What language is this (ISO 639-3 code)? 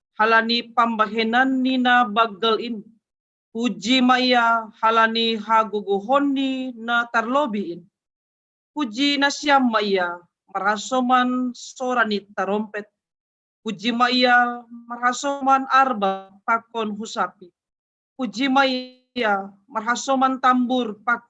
bts